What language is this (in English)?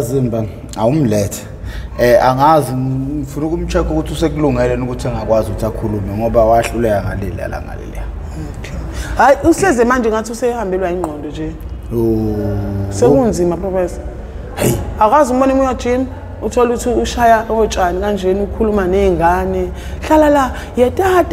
Zulu